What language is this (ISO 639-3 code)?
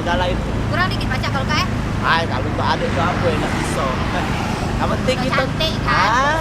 mui